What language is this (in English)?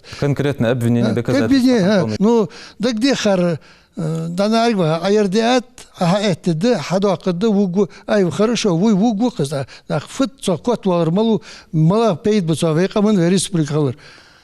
Ingush